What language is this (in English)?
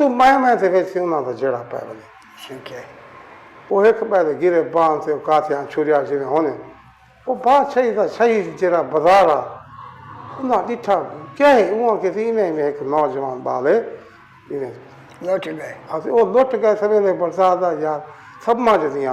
Saraiki